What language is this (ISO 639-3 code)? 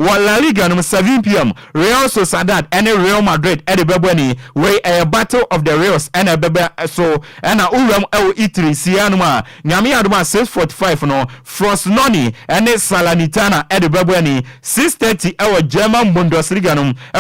aka